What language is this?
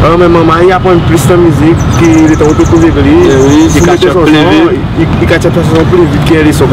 Seselwa Creole French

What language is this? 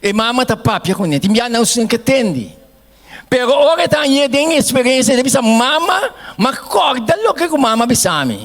Papiamento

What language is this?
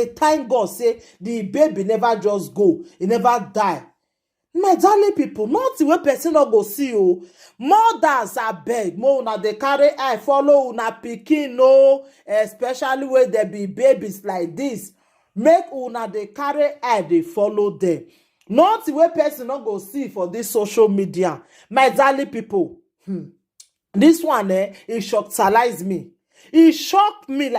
Nigerian Pidgin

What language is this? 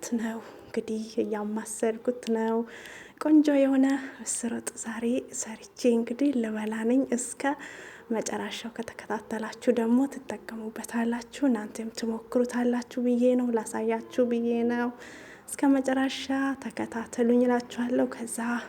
Amharic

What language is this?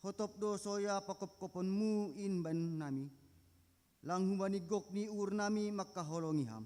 Batak Simalungun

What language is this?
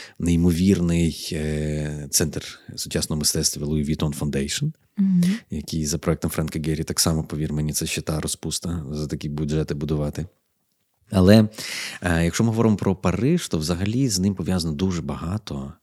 Ukrainian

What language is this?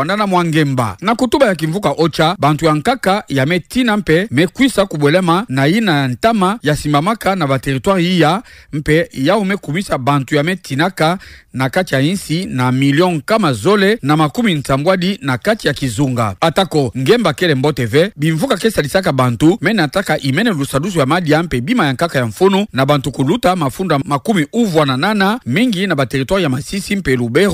Kituba (Democratic Republic of Congo)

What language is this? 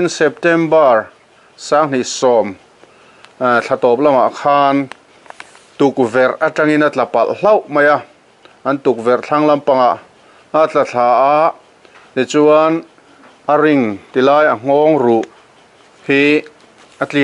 Mizo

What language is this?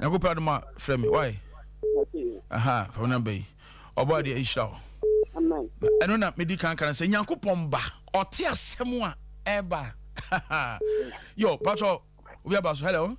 Akan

